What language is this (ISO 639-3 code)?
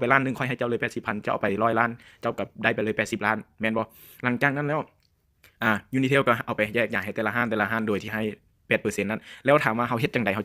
lao